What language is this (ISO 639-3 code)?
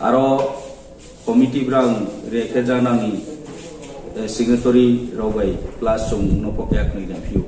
ria